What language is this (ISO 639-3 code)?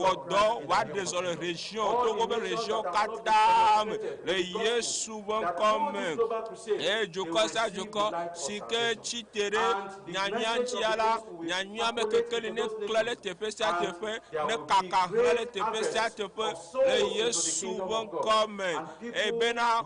ewe